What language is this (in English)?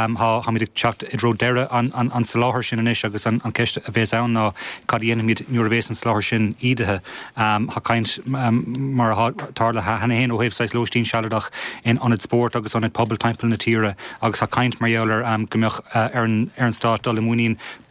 Irish